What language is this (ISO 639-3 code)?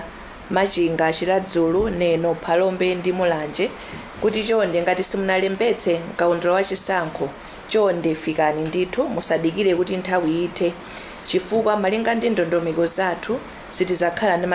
nya